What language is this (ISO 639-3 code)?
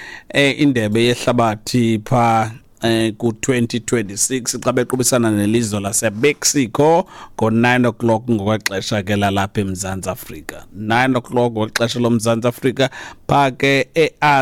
xho